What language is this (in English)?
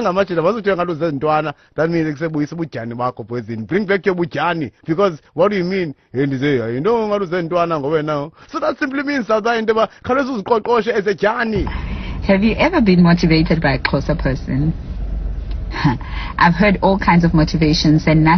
Xhosa